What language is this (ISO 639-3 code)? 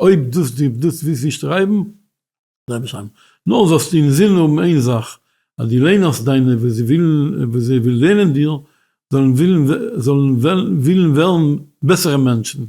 yid